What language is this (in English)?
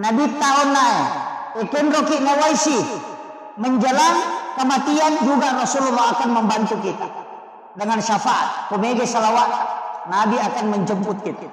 Buginese